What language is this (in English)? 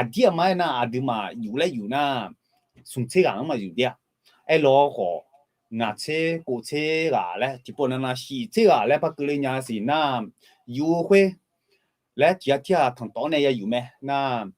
Akha